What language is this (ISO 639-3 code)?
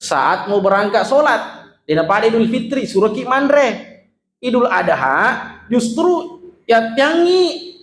bug